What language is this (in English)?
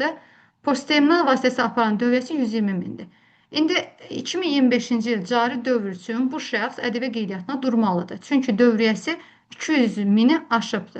Azerbaijani